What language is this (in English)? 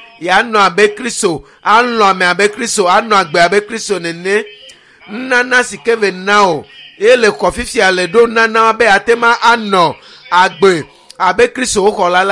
Ewe